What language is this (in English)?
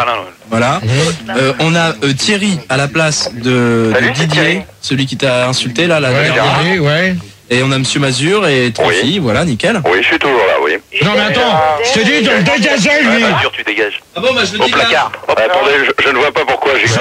French